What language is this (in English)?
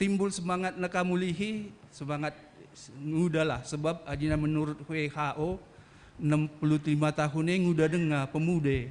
Batak Karo